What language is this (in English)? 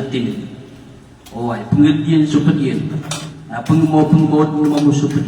Maranao